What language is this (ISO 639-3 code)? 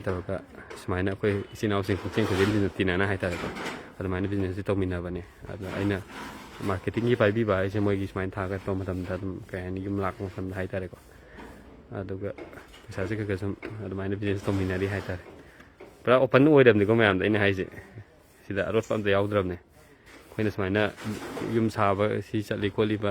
mni